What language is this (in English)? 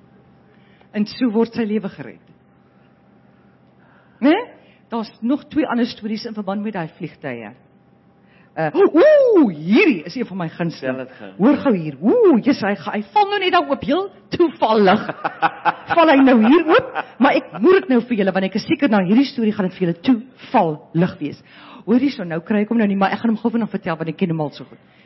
Afrikaans